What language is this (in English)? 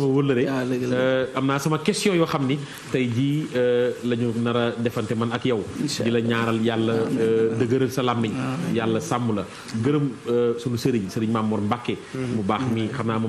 Wolof